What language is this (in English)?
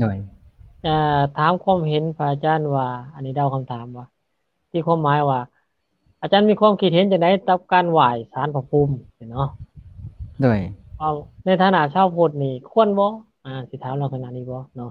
Lao